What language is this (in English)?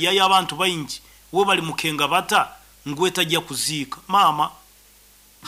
Nyoro